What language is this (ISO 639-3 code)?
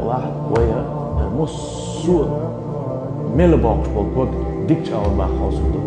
che